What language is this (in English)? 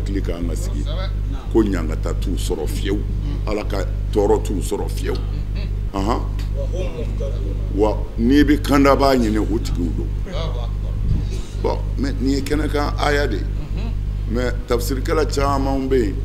Bambara